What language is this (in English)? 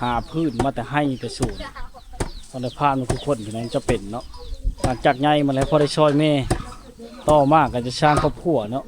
Lao